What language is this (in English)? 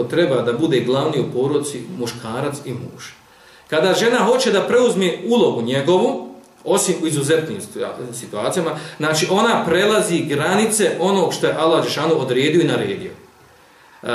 Bosnian